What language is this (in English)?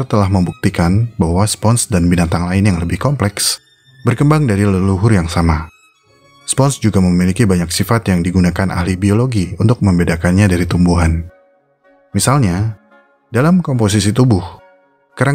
Indonesian